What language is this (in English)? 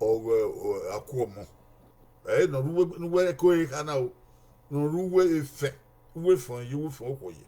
Bini